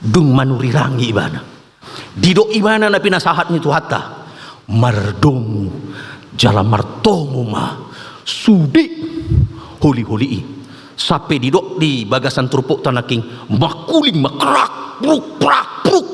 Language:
Batak Toba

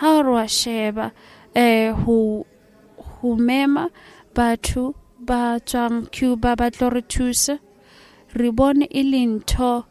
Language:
Southern Sotho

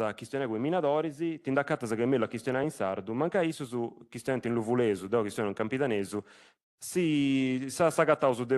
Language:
Sardinian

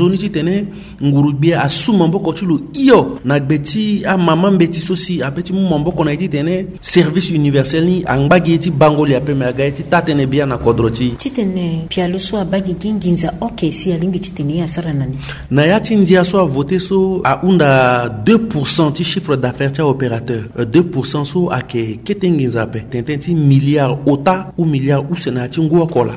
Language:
Sango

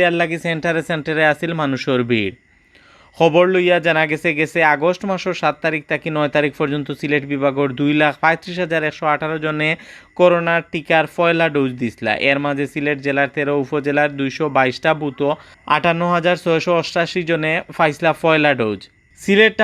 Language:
Sylheti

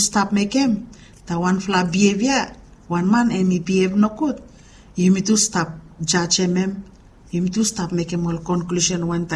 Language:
Bislama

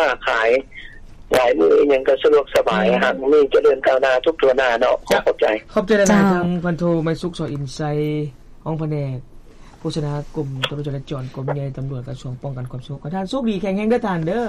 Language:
Lao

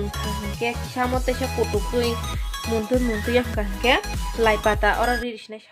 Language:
Kok Borok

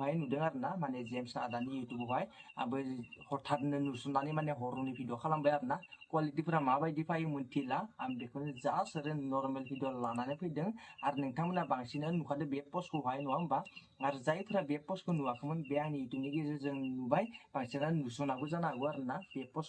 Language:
Bodo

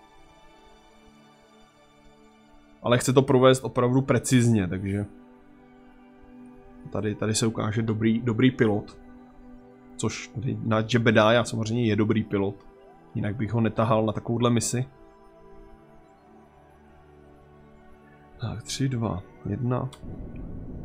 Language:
Czech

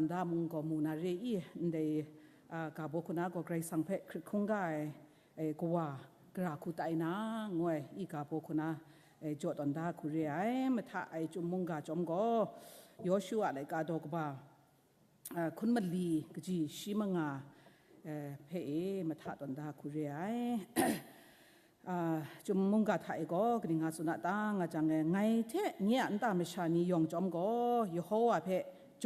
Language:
Kachin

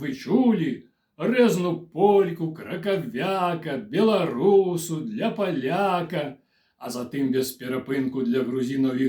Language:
Belarusian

